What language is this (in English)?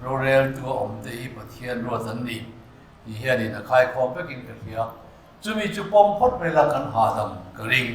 Mizo